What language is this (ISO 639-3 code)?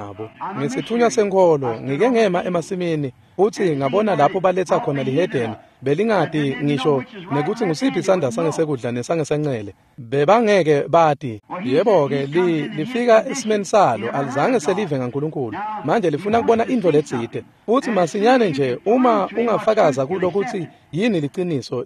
ssw